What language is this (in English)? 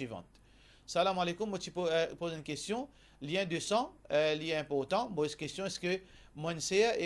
Morisyen